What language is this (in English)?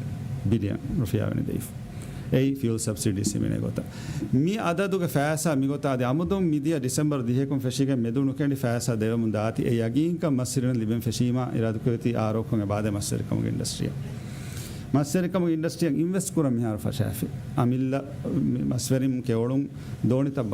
Divehi